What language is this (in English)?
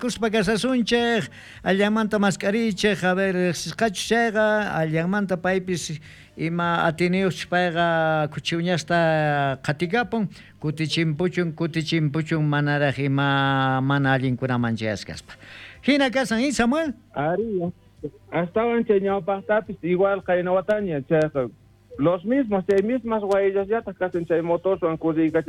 South Bolivian Quechua